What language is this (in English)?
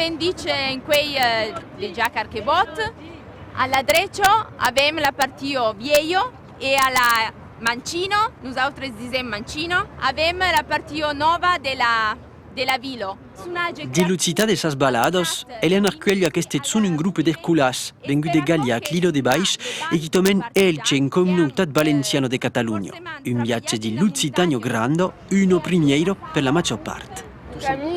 Occitan